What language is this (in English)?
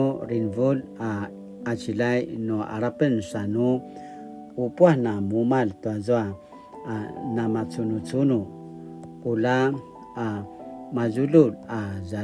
Paiwan